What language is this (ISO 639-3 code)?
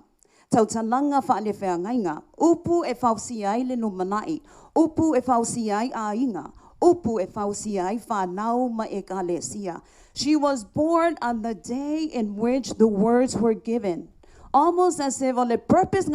smo